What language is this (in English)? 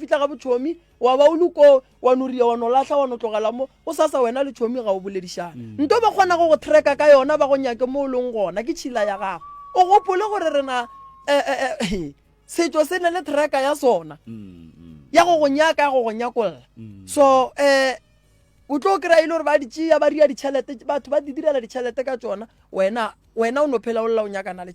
Northern Sotho